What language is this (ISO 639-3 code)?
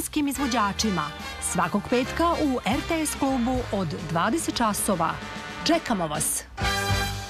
srp